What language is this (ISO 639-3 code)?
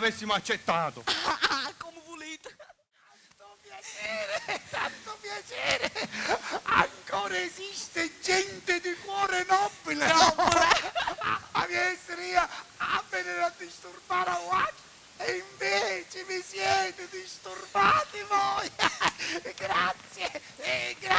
scn